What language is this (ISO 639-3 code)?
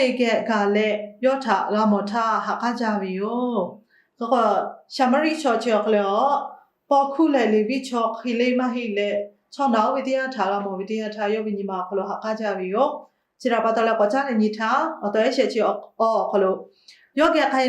lhu